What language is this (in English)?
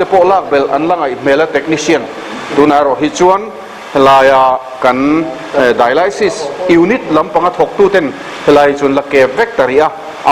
Mizo